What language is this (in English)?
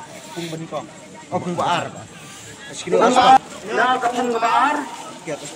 Khasi